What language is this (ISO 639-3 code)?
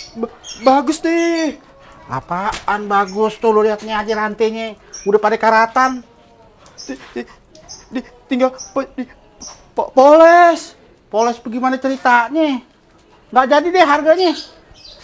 bew